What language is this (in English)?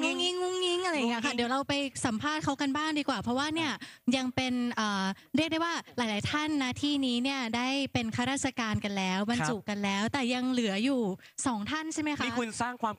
Thai